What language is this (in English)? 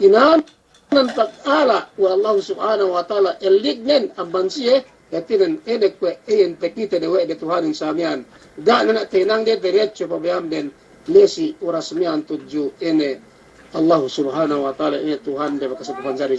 Yakan